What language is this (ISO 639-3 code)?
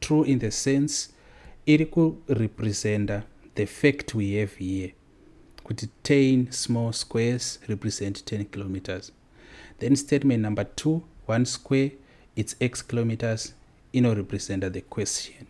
sna